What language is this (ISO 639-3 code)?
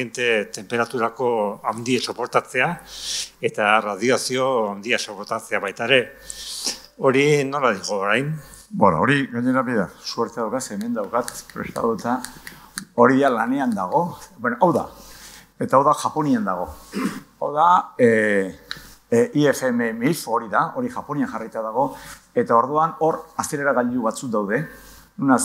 eus